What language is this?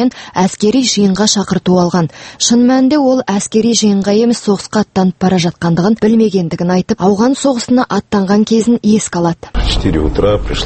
Kazakh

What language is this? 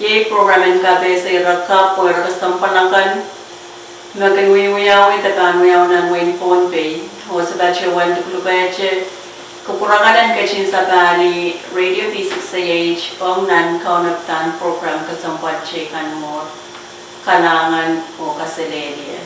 Pohnpeian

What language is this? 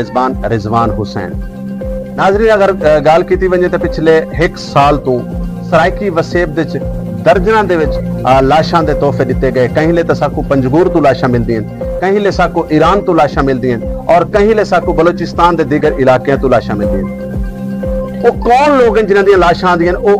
Saraiki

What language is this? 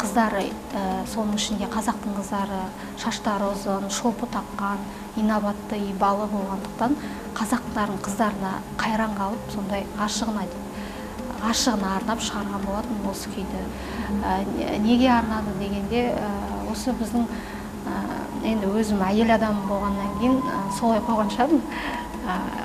Kazakh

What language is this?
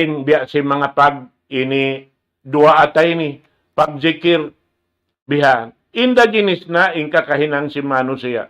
Tausug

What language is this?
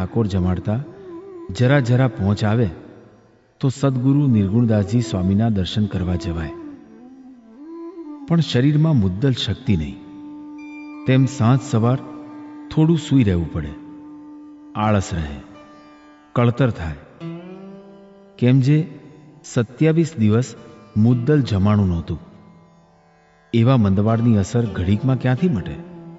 Gujarati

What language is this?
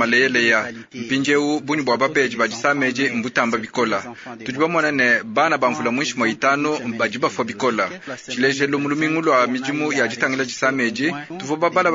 Luba-Lulua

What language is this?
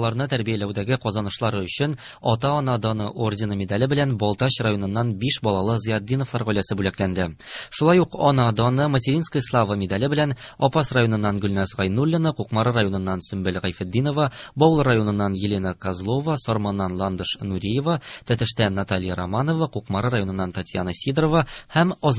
Tatar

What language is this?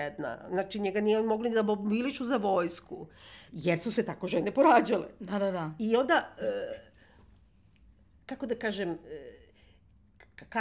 Serbian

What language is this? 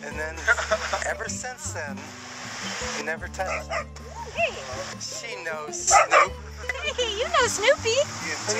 English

